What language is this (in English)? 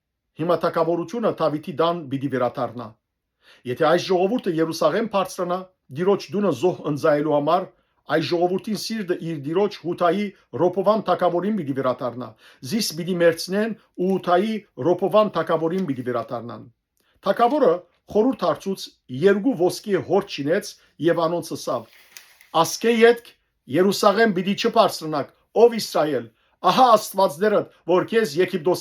Western Armenian